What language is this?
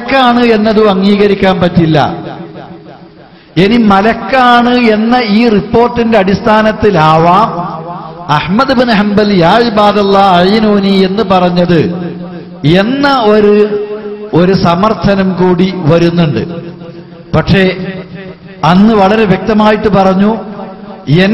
Malayalam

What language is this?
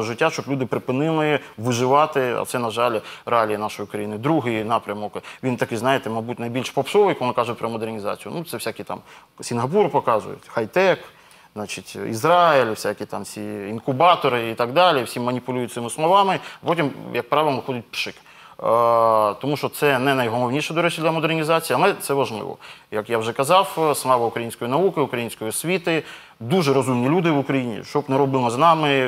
Ukrainian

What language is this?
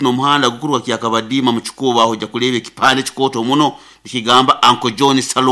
Nyoro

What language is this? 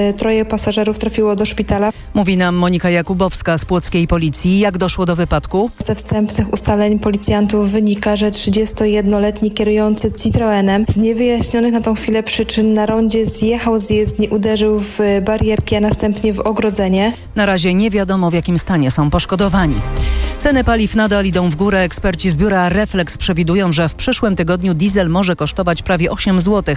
Polish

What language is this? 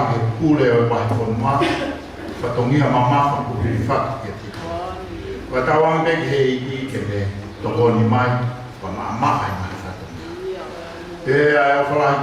Tongan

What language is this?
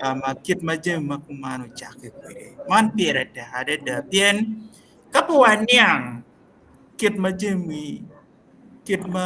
Acoli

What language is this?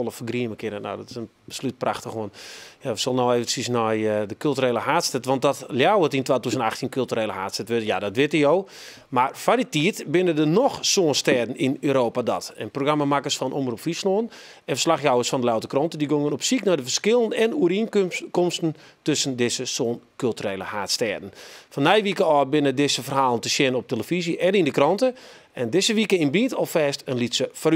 Western Frisian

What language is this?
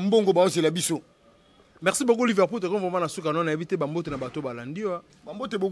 Lingala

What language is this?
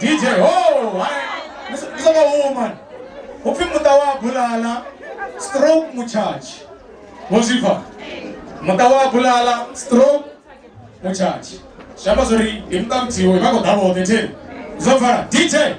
Venda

